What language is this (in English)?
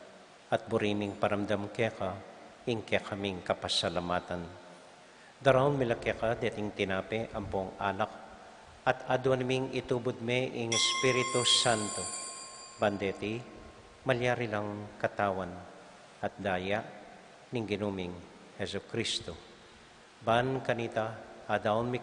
Pampanga